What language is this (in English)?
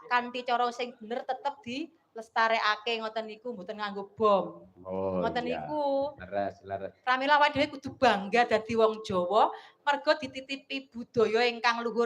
Javanese